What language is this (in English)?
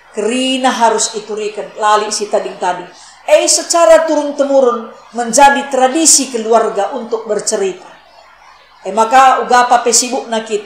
Batak Karo